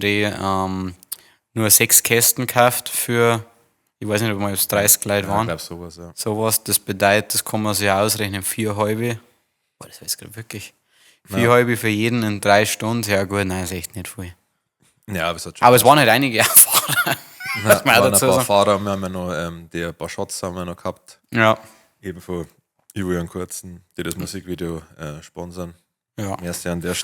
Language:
Bavarian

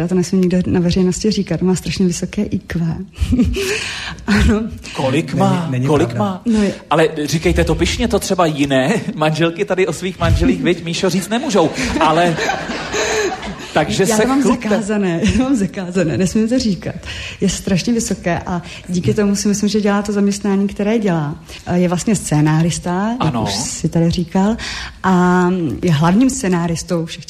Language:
Czech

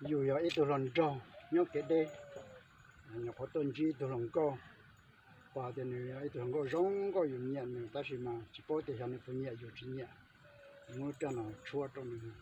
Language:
Hmong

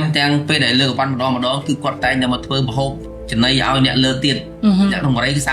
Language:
Khmer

